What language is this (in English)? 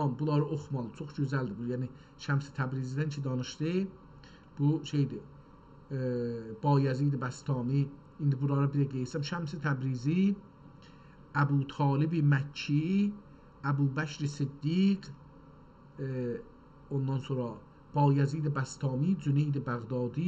South Azerbaijani